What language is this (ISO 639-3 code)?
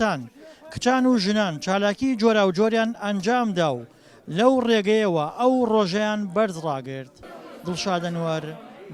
ckb